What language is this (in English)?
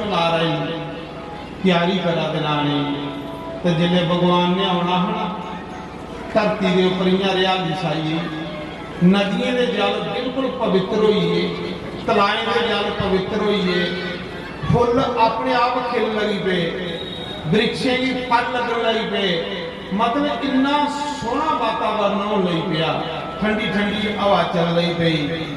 Dogri